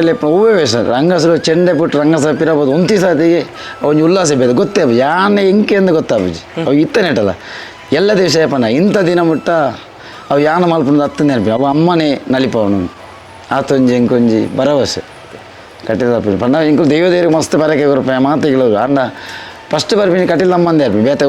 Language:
Tulu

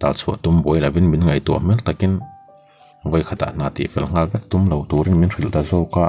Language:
Mizo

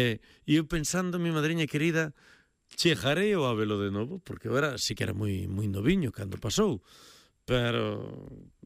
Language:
Galician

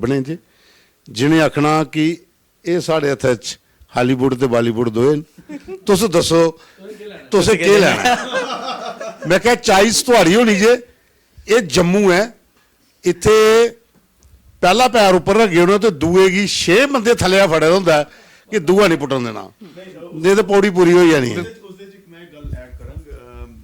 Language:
Dogri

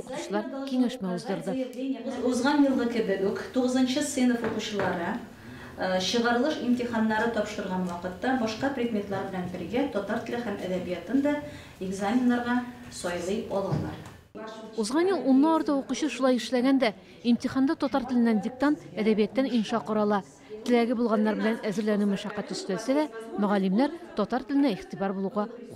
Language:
Tatar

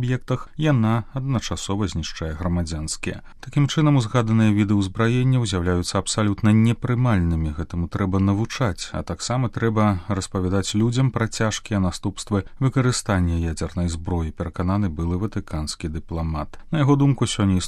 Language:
Belarusian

